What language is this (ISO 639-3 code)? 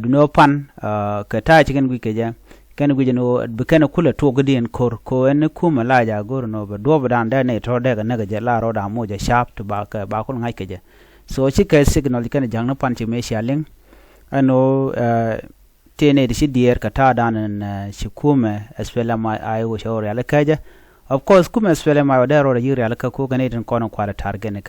nus